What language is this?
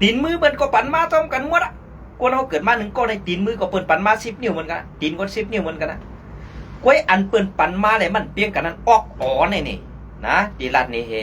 Shan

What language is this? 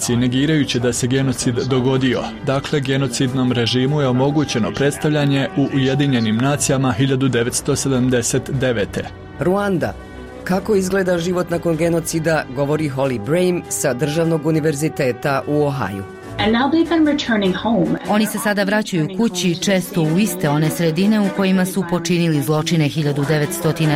Bosnian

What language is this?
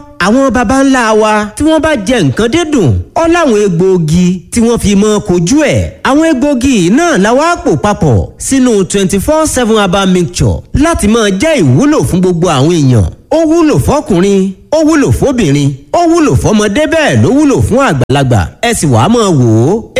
Yoruba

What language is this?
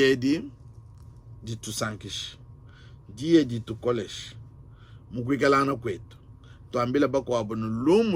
Luba-Lulua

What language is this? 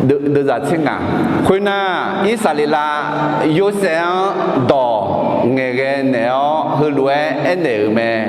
Akha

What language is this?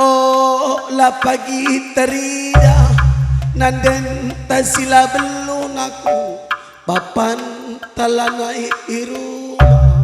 Batak Karo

